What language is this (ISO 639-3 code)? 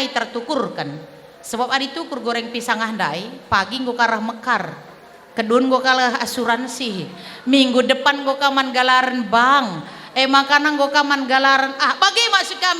btx